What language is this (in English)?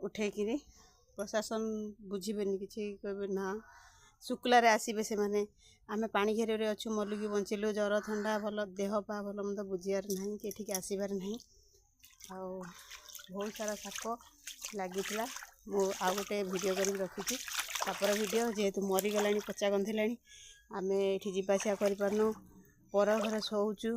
Odia